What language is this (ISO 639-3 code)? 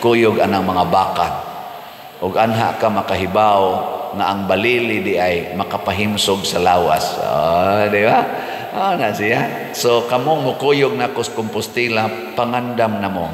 ceb